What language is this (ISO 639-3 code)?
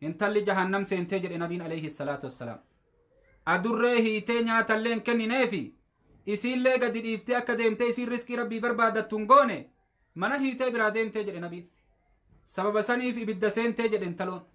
orm